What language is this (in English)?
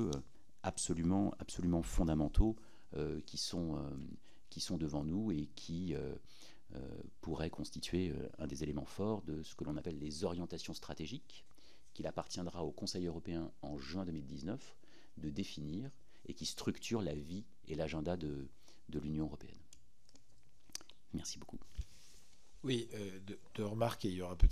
French